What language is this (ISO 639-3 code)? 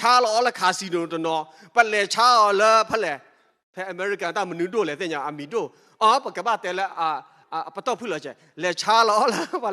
ksw